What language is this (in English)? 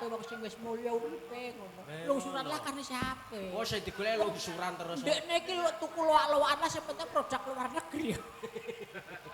Javanese